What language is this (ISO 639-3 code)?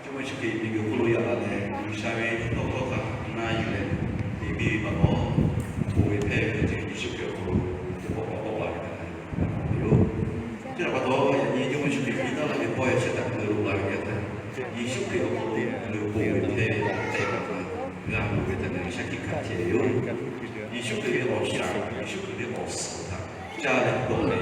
lhu